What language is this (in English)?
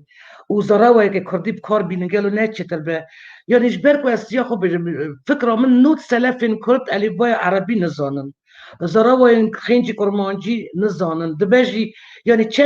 Kurdish